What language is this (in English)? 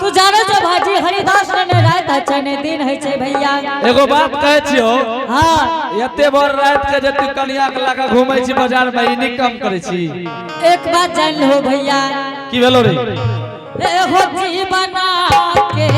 Angika